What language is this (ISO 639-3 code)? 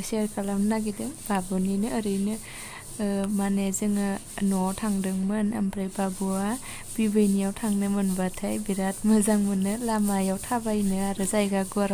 brx